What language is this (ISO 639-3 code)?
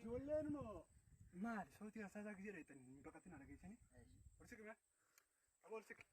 orm